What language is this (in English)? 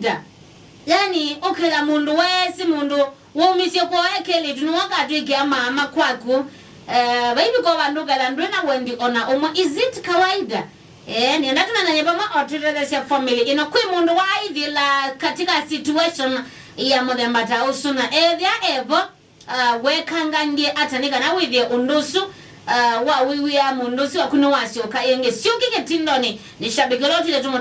Kamba